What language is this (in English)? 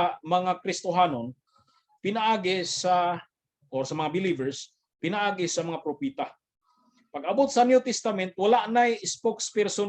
Cebuano